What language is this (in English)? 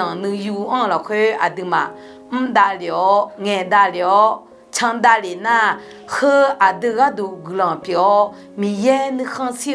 Akha